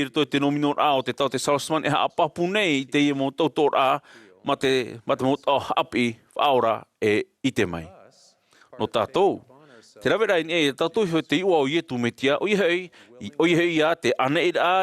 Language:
Tahitian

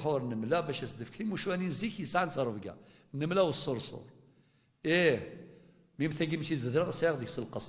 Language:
Kabyle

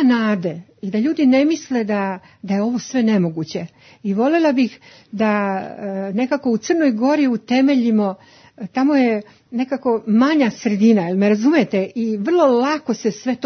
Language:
Serbian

